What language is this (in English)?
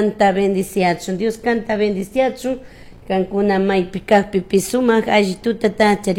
Chimborazo Highland Quichua